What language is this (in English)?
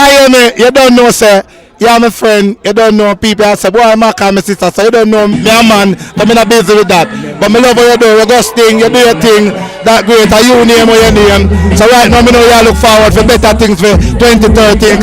Jamaican Creole English